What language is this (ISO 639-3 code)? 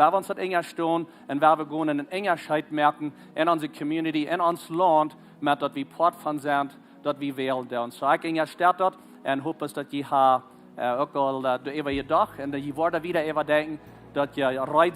pdt